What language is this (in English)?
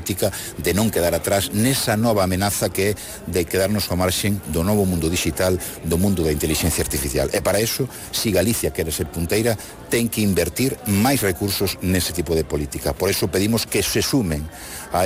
Galician